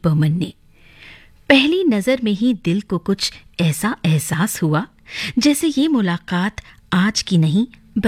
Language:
Hindi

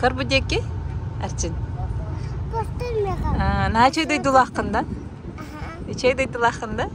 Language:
Yakut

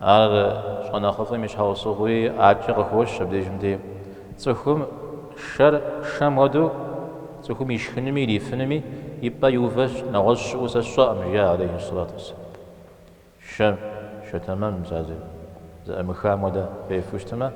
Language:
Kabardian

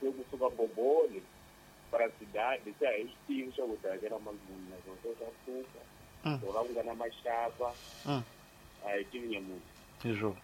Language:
Tsonga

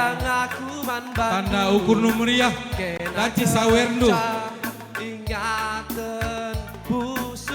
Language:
Batak Karo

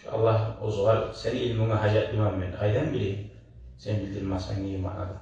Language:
Kumyk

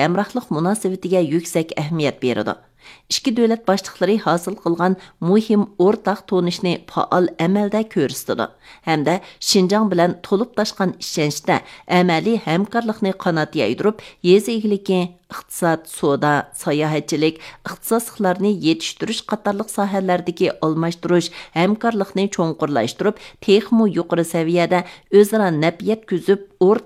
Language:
Uyghur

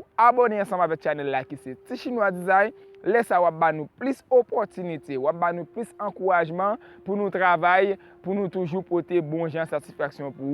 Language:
Haitian Creole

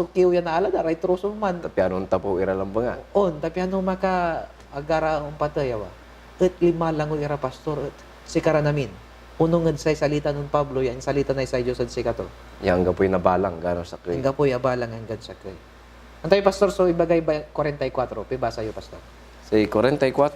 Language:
Pangasinan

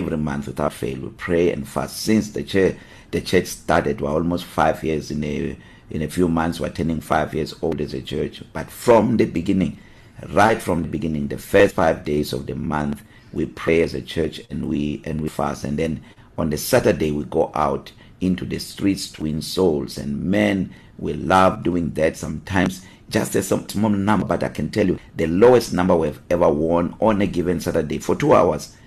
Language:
English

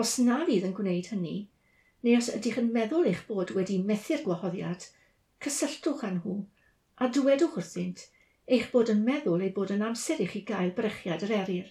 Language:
Welsh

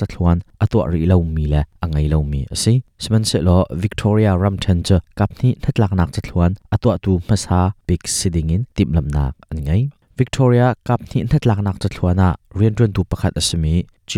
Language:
Hakha Chin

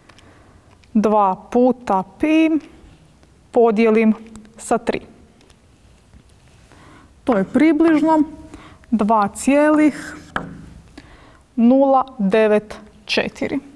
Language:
Croatian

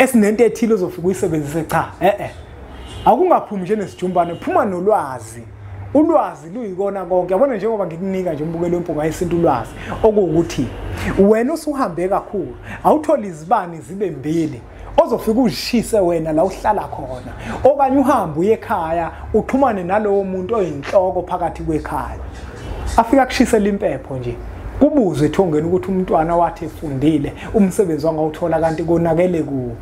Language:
Zulu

